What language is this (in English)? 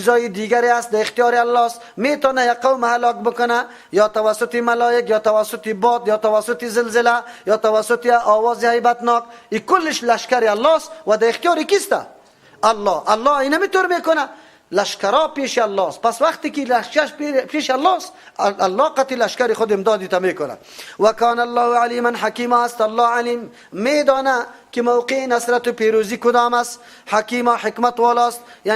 Persian